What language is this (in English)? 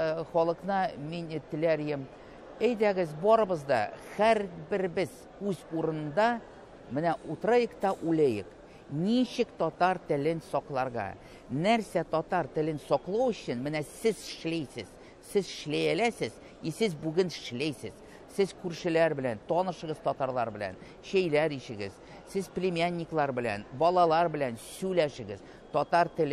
Tatar